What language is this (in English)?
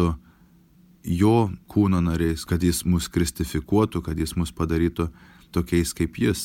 Lithuanian